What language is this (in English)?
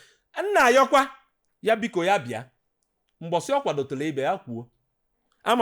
Igbo